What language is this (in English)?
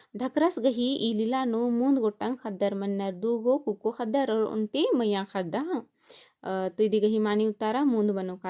Kurukh